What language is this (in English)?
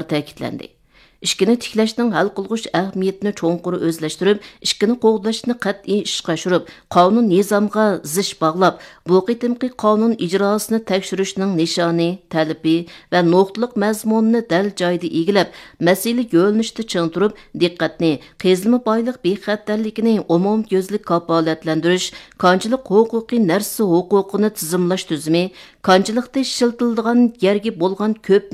Uyghur